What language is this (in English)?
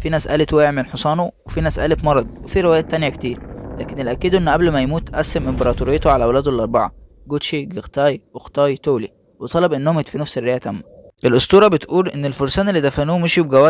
Egyptian Arabic